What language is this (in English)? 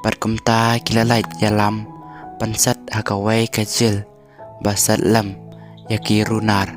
Khasi